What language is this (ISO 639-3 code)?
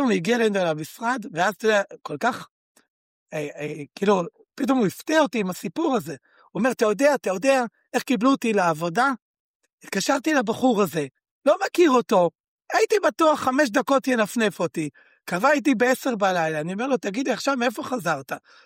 heb